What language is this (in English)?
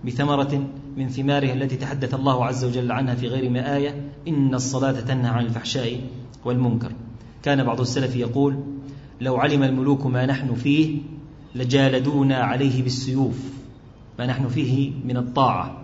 Arabic